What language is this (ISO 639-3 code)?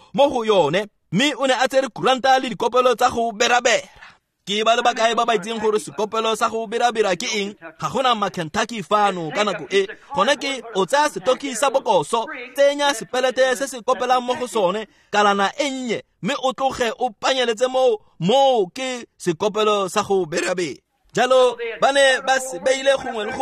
tsn